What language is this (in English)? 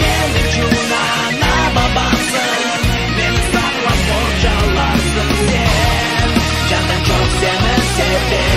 Crimean Tatar